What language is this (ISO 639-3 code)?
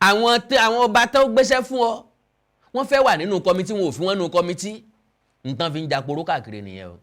yor